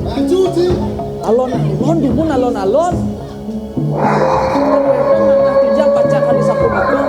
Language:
Balinese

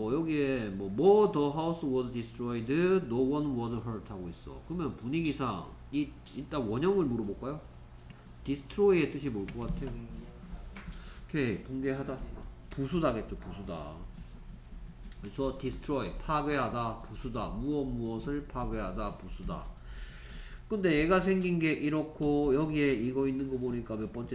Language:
Korean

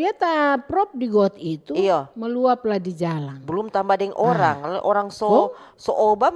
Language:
Manado Malay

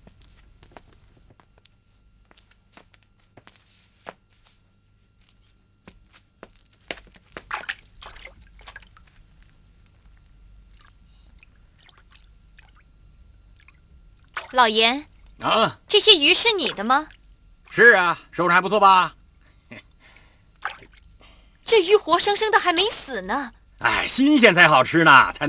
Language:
Chinese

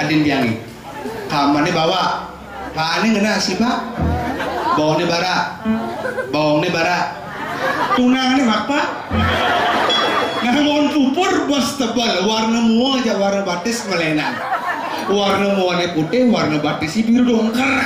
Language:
Balinese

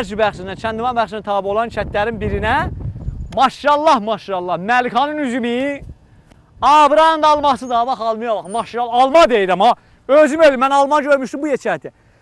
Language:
South Azerbaijani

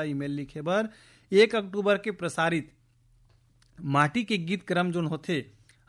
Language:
Chhattisgarhi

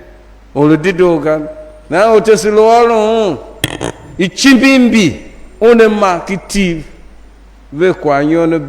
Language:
Tiv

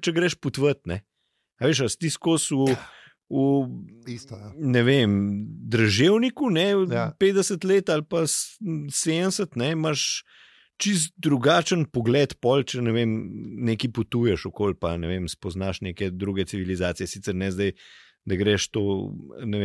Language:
Slovenian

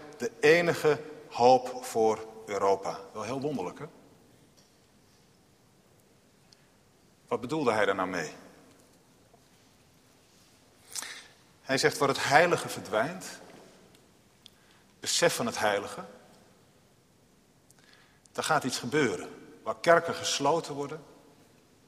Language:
Dutch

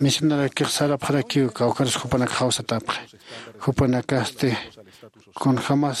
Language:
Aymara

